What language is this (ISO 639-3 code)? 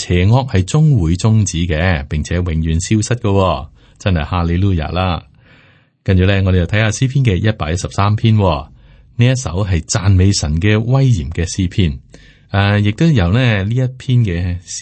yue